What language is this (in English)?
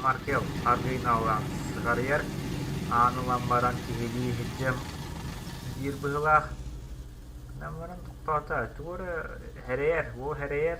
Yakut